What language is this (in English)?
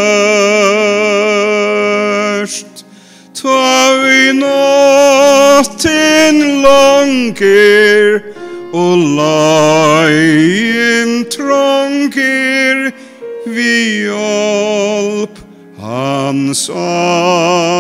Faroese